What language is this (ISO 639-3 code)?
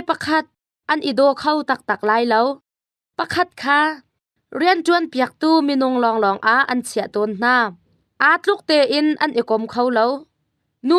cnh